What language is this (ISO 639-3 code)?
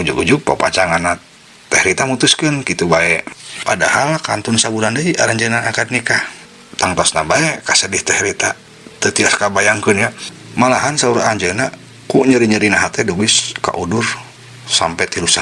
sun